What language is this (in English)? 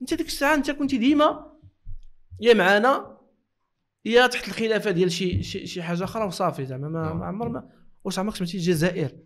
Moroccan Arabic